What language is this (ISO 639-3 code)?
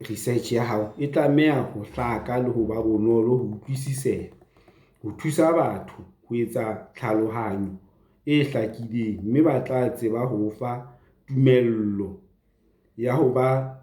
sot